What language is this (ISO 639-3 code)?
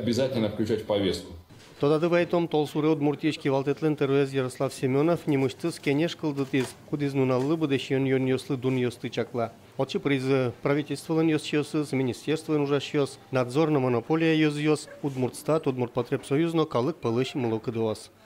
udm